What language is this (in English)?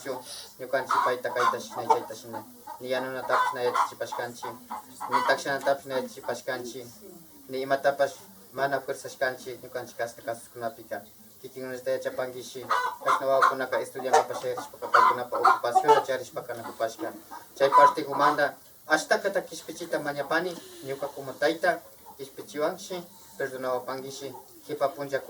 Imbabura Highland Quichua